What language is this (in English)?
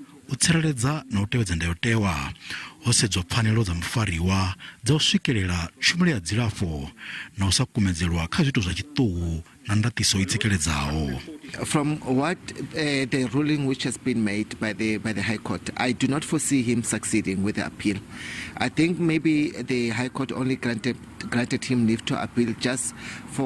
Venda